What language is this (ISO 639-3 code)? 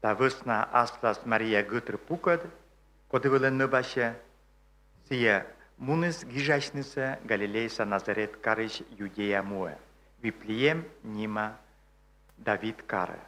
kom